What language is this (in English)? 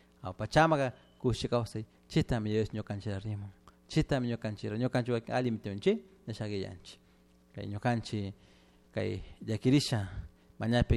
Chimborazo Highland Quichua